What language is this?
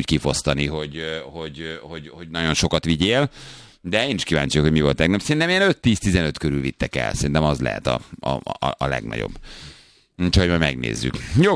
Hungarian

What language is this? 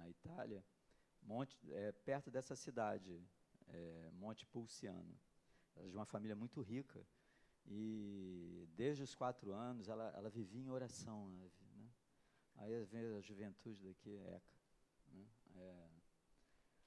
Portuguese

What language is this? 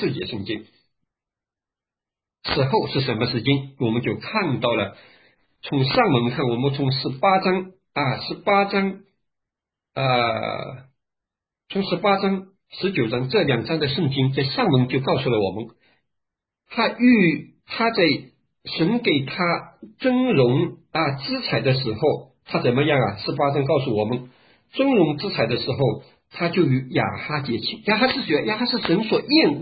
Chinese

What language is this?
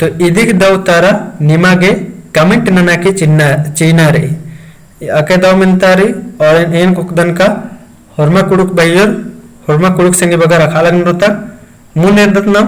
Kurukh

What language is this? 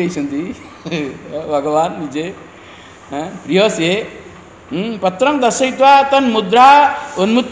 Odia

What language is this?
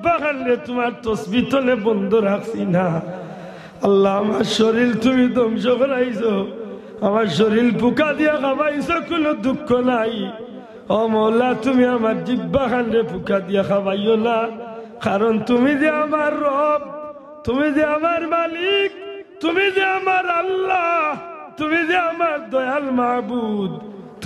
Sylheti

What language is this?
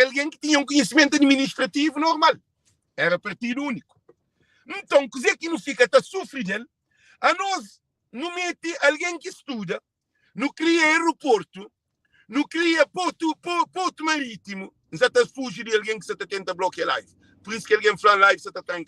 Kabuverdianu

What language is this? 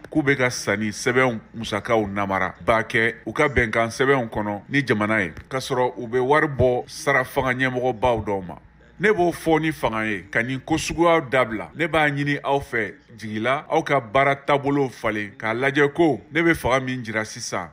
Bambara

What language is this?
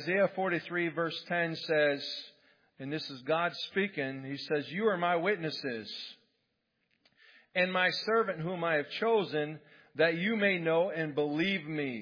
English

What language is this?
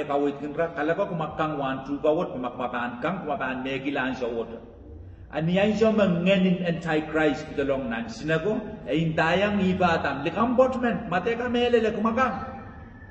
Pohnpeian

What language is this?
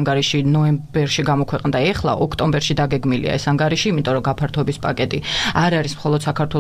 Georgian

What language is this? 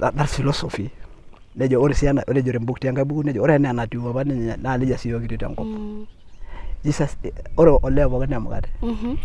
Masai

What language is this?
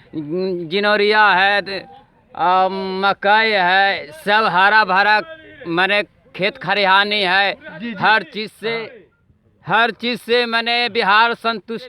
Magahi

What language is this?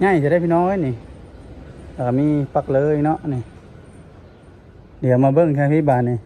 Lao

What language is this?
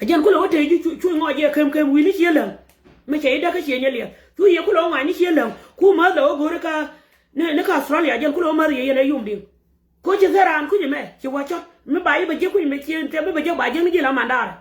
Nuer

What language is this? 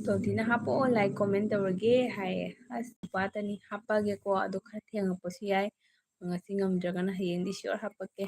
Manipuri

